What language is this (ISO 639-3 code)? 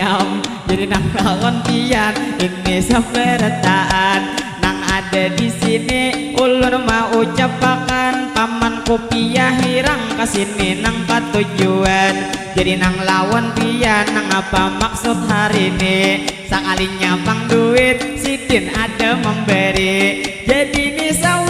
bjn